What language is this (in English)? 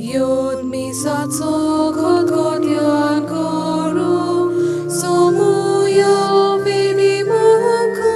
Konkani